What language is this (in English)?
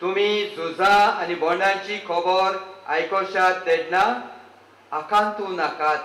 Konkani